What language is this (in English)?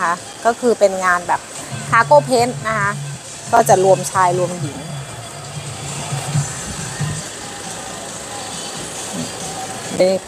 Thai